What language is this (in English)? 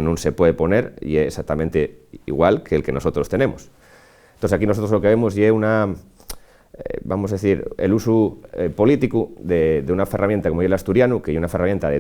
Asturian